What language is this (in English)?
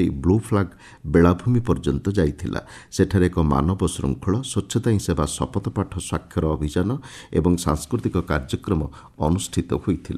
Odia